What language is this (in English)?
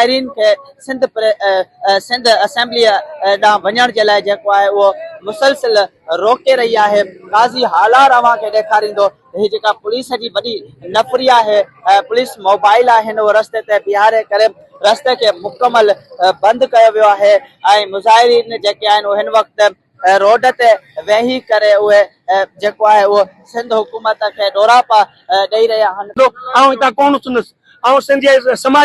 Sindhi